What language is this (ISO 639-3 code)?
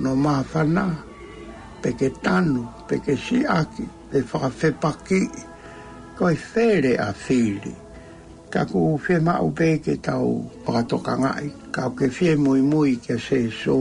ton